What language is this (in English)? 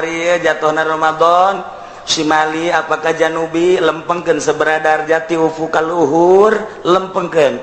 Sundanese